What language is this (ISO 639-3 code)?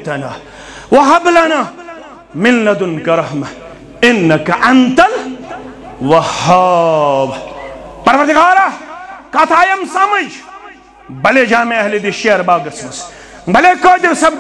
kas